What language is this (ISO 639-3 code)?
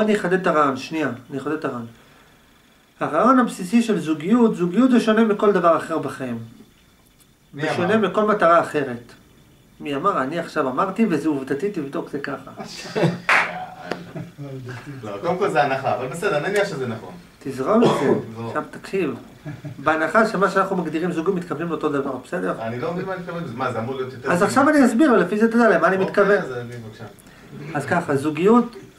heb